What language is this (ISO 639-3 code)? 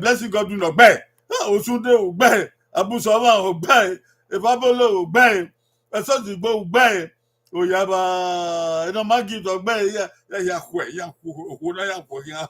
bin